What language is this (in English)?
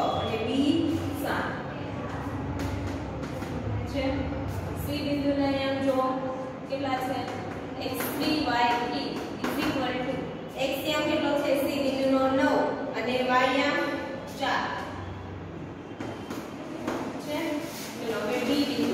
Gujarati